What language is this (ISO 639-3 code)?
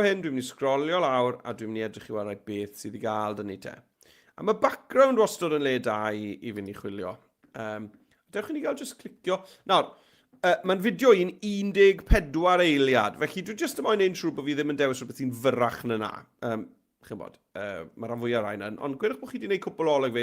cym